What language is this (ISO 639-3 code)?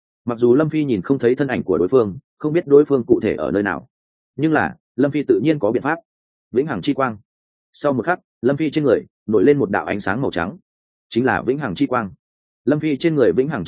vie